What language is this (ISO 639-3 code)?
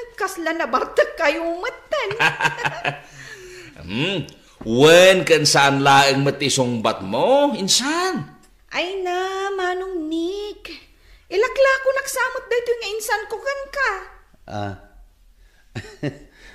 ilo